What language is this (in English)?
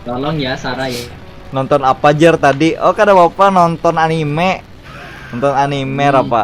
Banjar